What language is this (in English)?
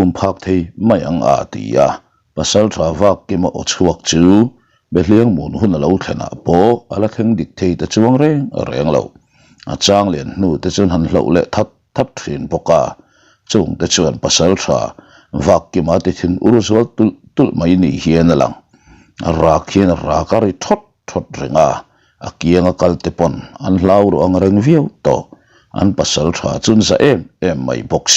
Mizo